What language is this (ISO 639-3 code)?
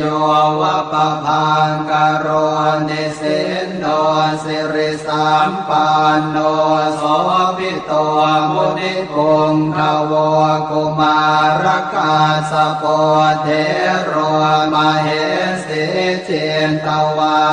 pli